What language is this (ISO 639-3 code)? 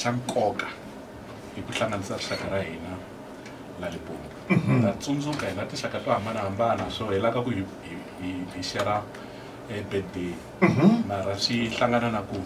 tso